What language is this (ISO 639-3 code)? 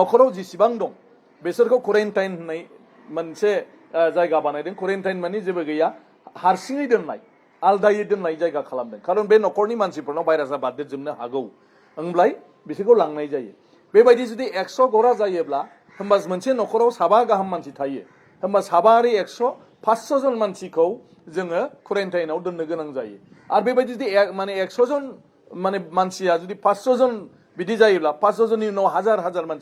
brx